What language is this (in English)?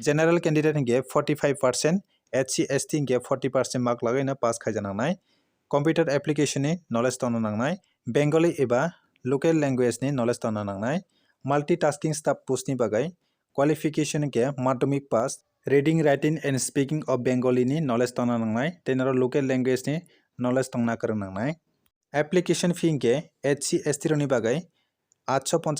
Kok Borok